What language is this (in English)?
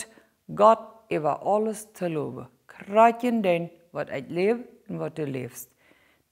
Plautdietsch